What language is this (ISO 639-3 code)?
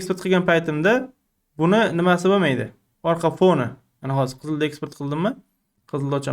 uzb